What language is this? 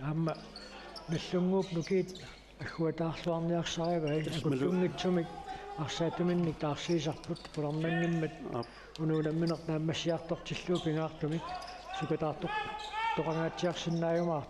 Kalaallisut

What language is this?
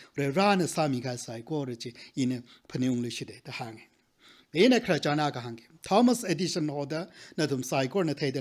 Tangkhul Naga (India)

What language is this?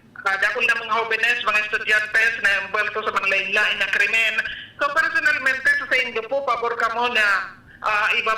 Bikol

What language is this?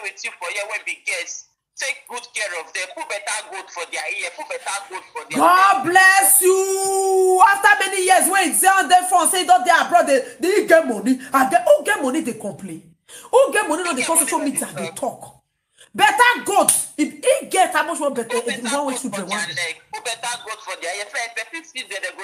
Nigerian Pidgin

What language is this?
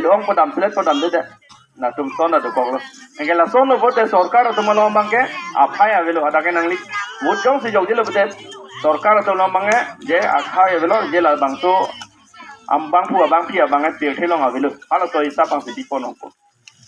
Karbi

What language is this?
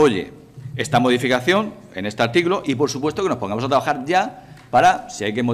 Spanish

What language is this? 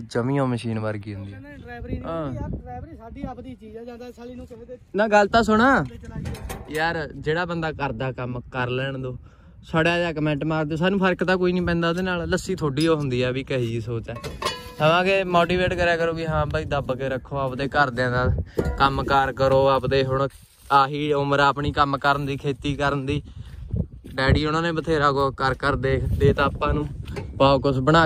Punjabi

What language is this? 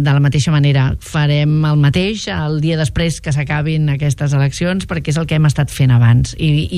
Catalan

